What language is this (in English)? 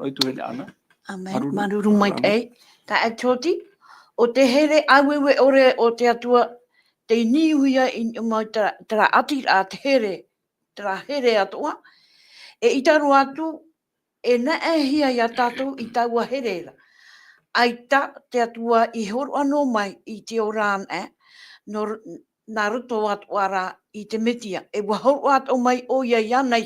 Tahitian